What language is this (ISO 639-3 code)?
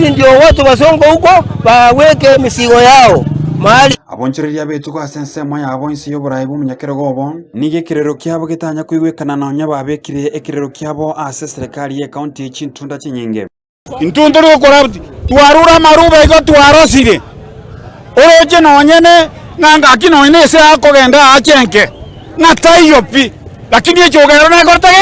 guz